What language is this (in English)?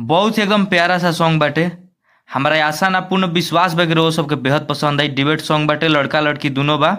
Bhojpuri